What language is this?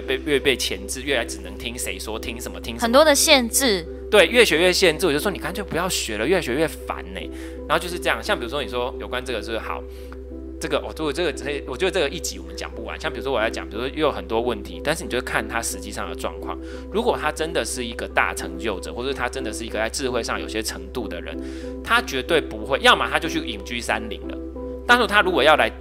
Chinese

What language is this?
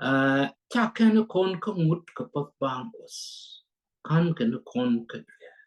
Nuer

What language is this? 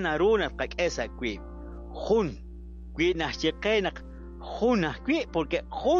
Kekchí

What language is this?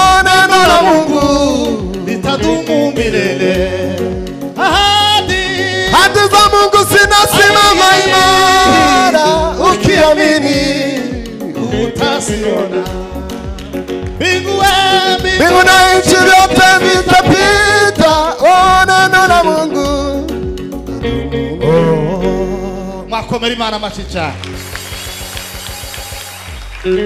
Kinyarwanda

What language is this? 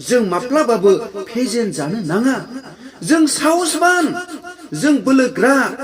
Bodo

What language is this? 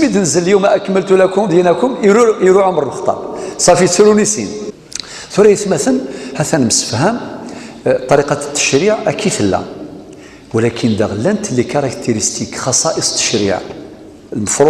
Kabyle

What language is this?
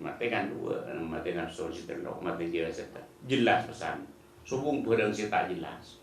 Madurese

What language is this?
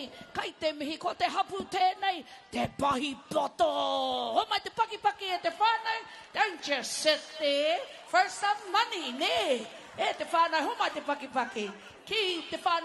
Māori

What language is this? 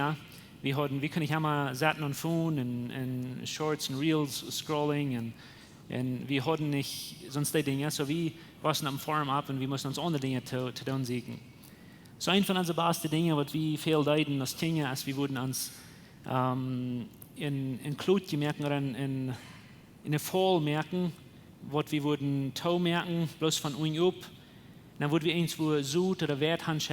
Plautdietsch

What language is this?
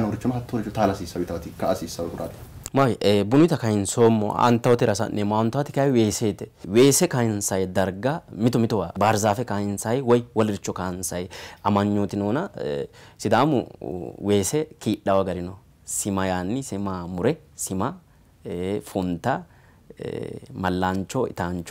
Sidamo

